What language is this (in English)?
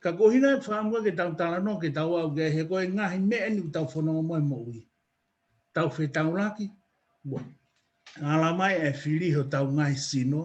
Tongan